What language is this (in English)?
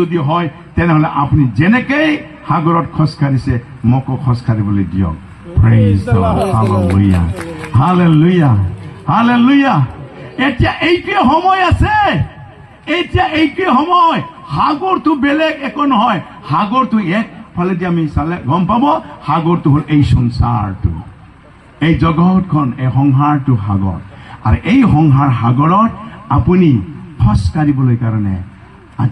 Assamese